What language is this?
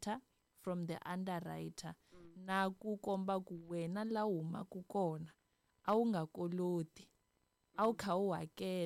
Tsonga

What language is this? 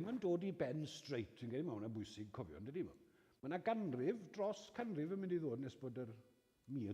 Welsh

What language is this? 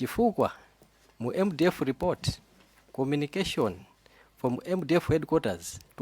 Nyanja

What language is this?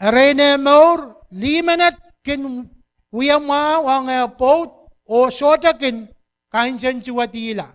Pohnpeian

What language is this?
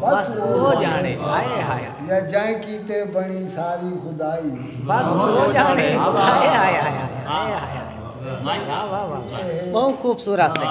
Saraiki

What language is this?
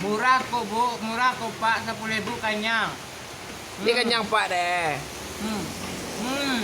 Minangkabau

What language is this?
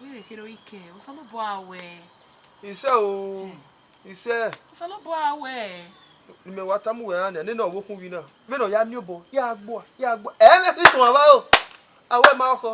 Bini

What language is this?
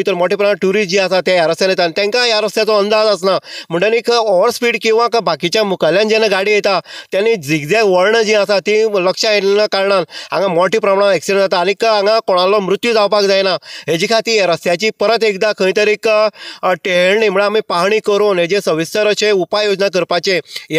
Konkani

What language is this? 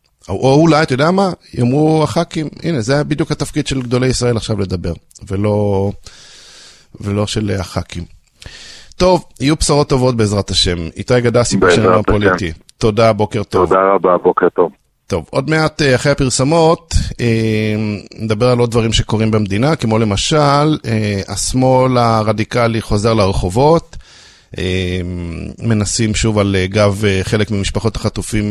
Hebrew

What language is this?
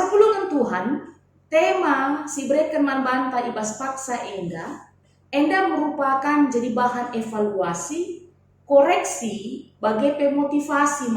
Batak Karo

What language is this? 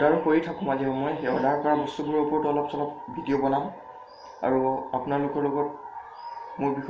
Assamese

